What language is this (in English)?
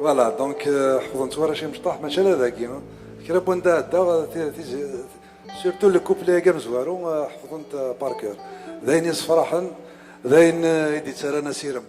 Kabyle